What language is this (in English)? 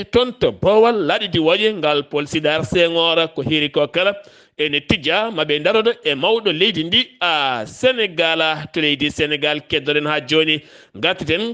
Fula